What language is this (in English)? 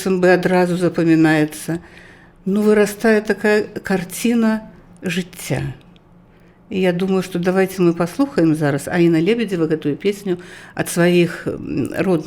Belarusian